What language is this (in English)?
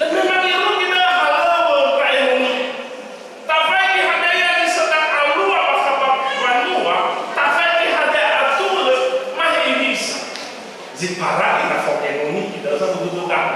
Nias